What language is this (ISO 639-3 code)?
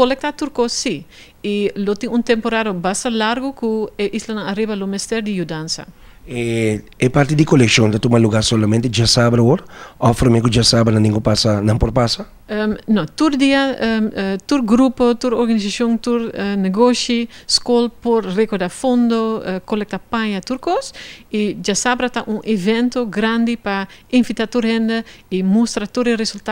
pap